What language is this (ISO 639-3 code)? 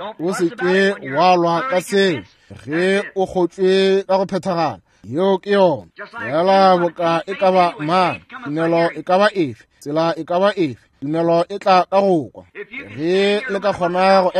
nso